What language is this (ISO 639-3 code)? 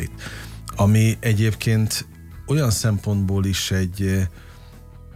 hun